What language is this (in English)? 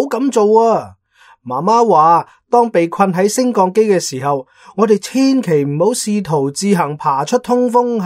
Cantonese